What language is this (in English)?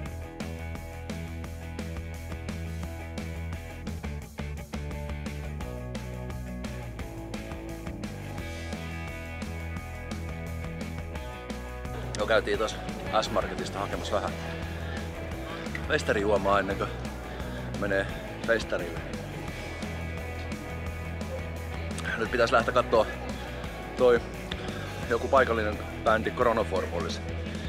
Finnish